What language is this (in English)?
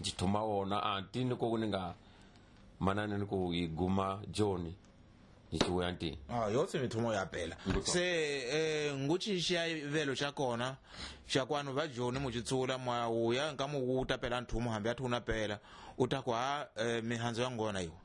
Tsonga